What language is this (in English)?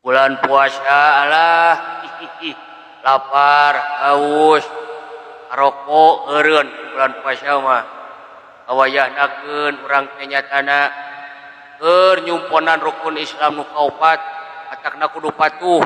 Sundanese